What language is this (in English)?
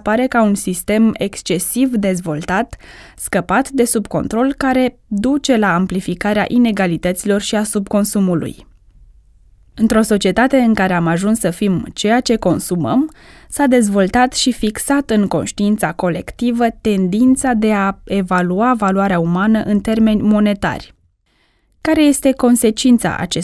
Romanian